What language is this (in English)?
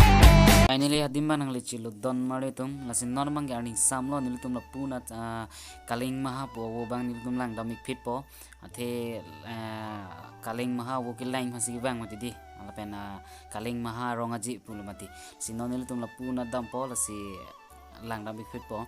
Karbi